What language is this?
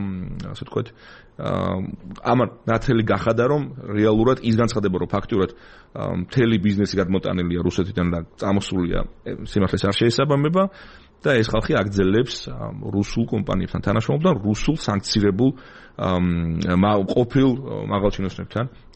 Georgian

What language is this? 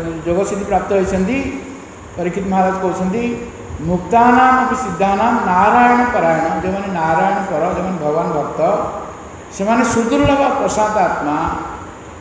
Odia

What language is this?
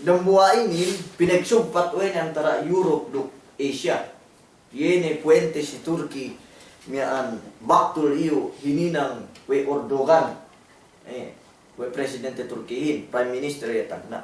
Yakan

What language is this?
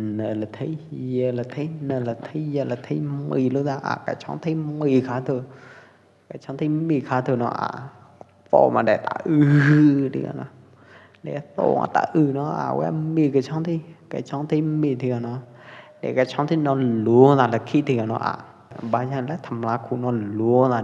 Pwo Eastern Karen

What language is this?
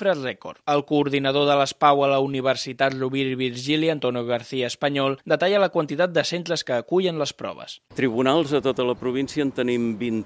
Catalan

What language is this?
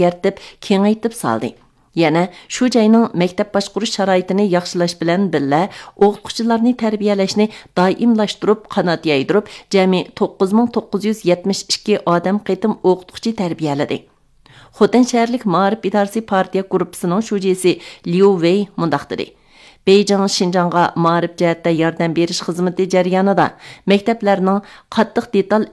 Uyghur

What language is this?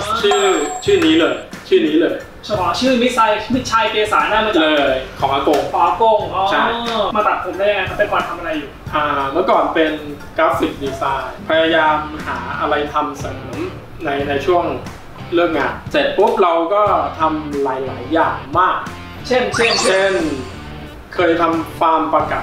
Thai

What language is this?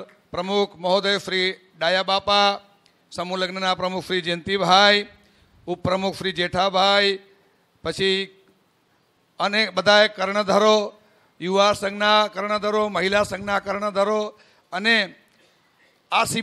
Gujarati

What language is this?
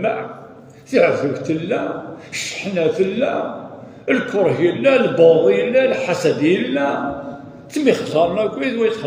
Kabyle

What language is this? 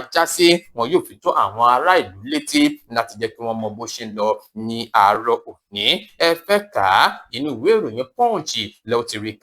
Yoruba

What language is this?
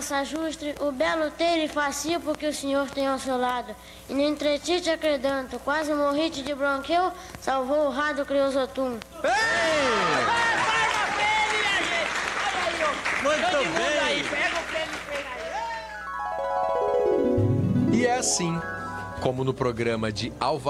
Portuguese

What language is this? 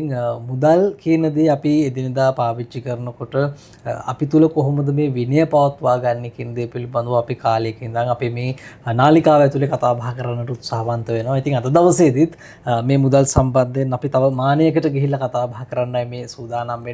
Sinhala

